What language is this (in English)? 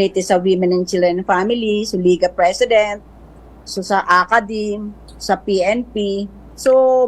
Bikol